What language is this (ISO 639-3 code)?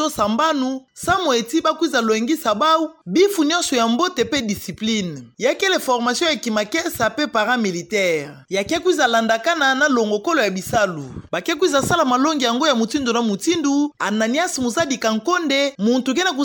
ktu